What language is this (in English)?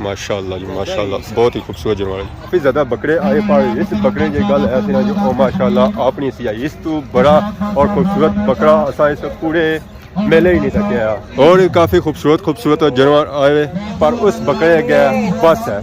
Pahari-Potwari